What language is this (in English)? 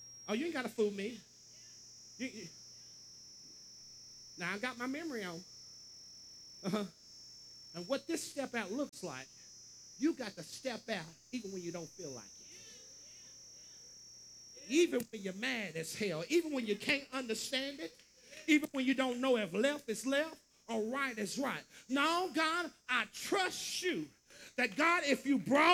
English